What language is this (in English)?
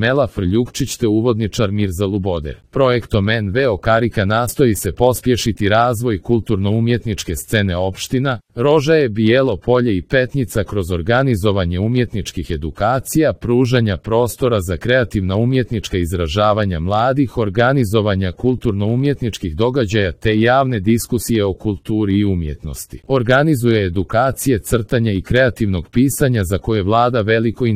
Serbian